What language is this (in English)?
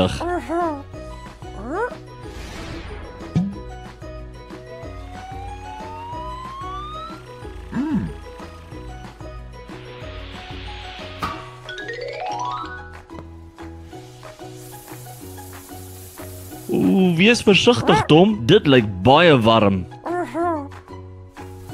Afrikaans